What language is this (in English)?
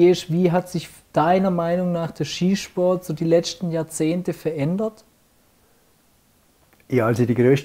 German